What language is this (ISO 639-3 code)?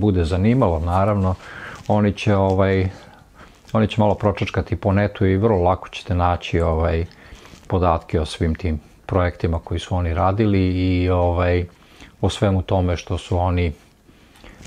srp